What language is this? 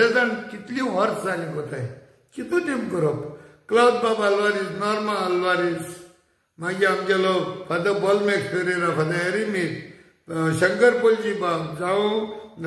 Konkani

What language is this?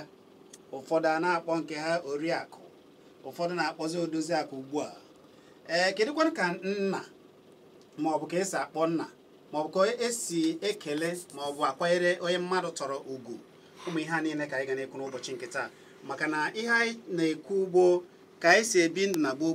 Igbo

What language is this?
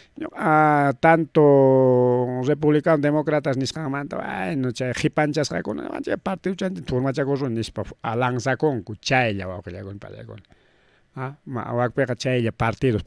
Ayacucho Quechua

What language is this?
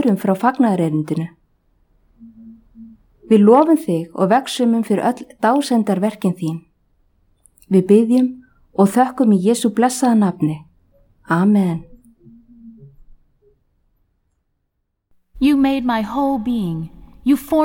Icelandic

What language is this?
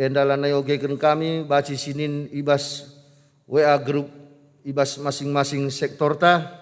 Batak Karo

